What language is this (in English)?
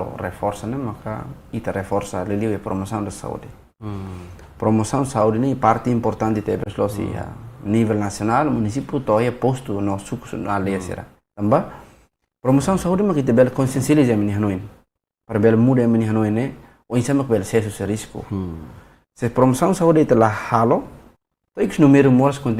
Tetum